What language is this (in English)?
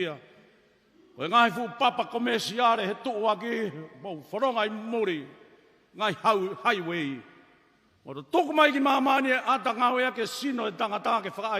Tongan